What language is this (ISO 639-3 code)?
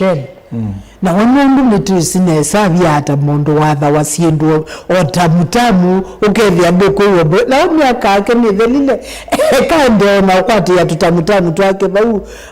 kam